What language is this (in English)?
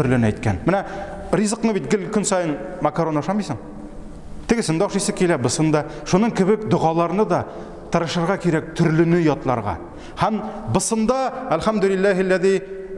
Tatar